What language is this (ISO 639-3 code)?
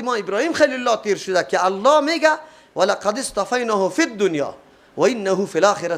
fas